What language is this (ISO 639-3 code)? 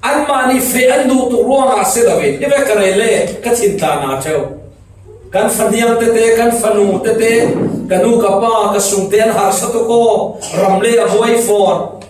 cfm